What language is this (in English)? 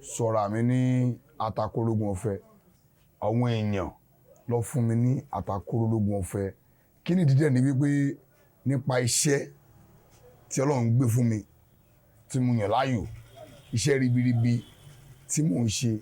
Yoruba